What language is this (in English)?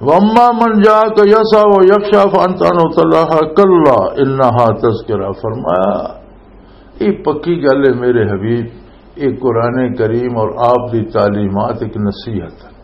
Western Panjabi